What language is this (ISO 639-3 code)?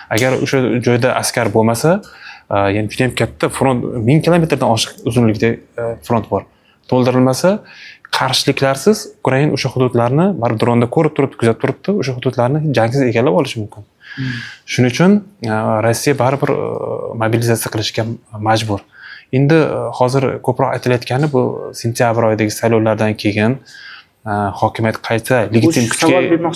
uzb